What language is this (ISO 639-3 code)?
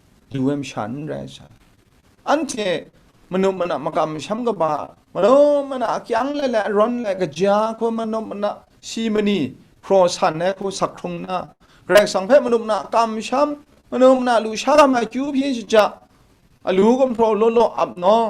kac